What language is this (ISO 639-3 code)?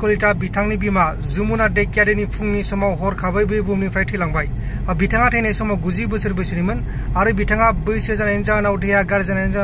brx